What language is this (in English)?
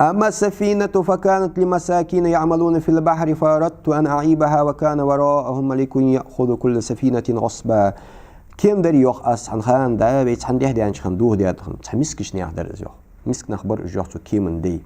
Ingush